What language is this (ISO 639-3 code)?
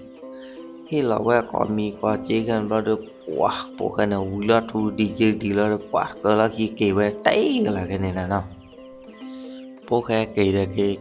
ksw